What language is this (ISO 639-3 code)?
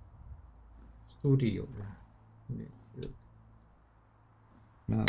fin